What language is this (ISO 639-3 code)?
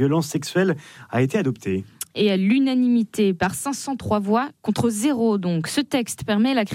fra